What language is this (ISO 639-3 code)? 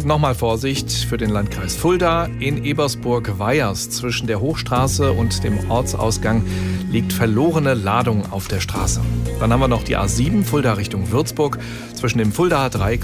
deu